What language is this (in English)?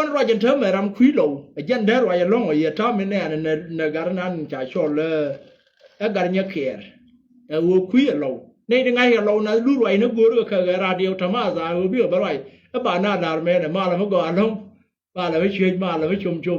Nuer